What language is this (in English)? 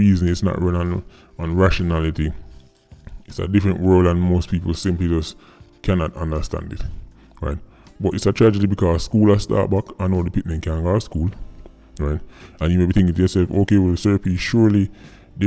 Jamaican Creole English